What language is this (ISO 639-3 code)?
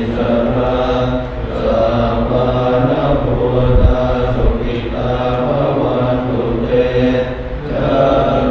pli